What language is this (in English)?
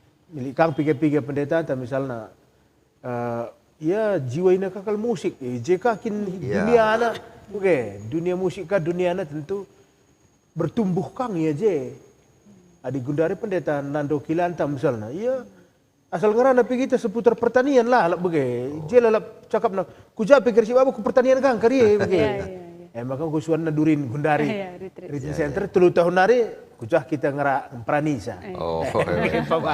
Batak Karo